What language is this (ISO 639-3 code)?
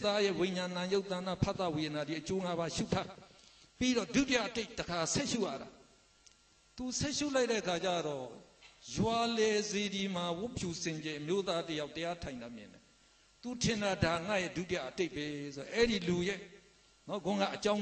mya